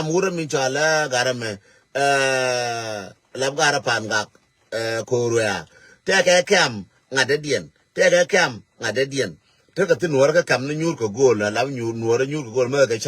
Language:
Nuer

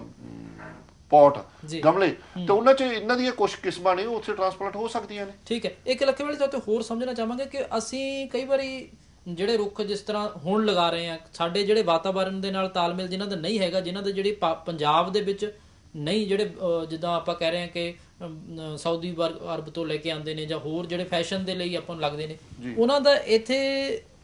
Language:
Punjabi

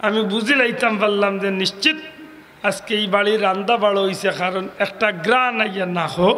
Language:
Sylheti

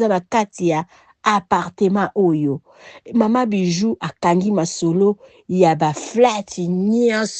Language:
Lingala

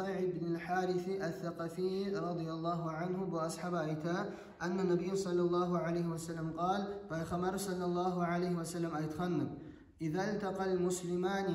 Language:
Kumyk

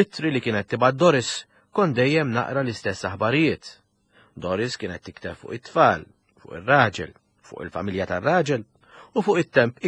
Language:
Maltese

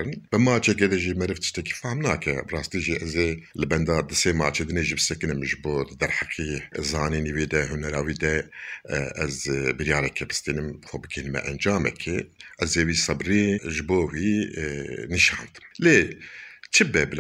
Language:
Kurdish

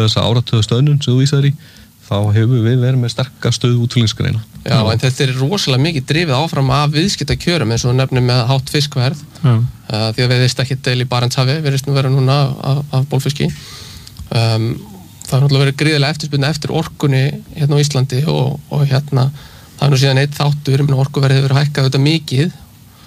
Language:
Icelandic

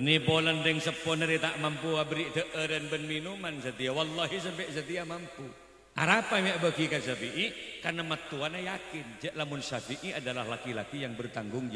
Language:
Madurese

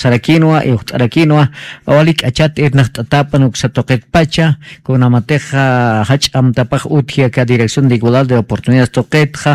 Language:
Aymara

